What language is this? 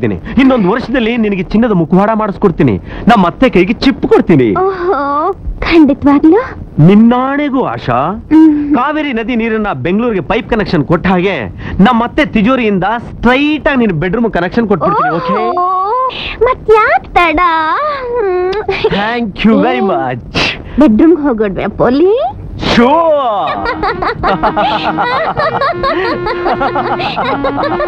Kannada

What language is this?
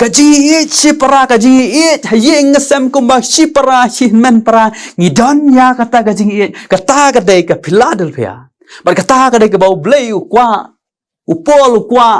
Khasi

